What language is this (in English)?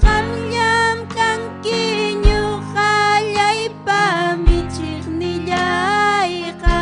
Ayacucho Quechua